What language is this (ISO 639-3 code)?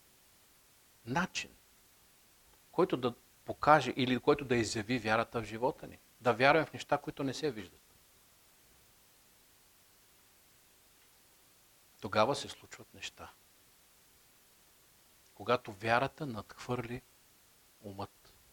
bul